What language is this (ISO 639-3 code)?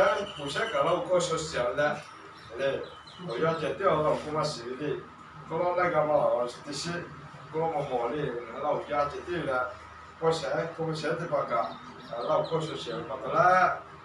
lhu